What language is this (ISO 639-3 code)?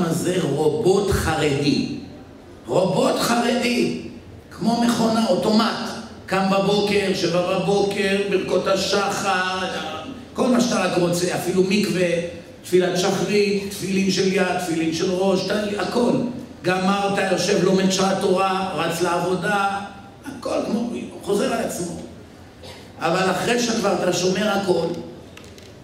heb